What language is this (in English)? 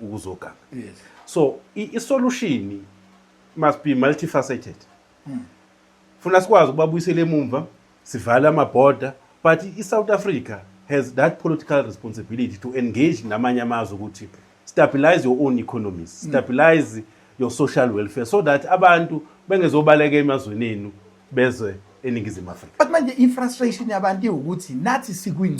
Zulu